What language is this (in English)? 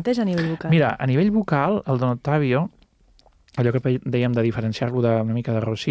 Catalan